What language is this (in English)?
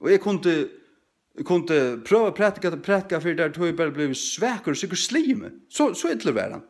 Faroese